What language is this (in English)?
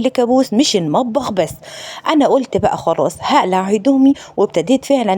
Egyptian Arabic